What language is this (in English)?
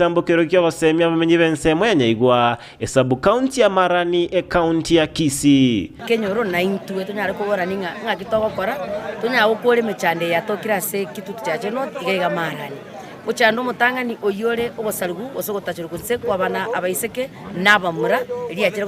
Gusii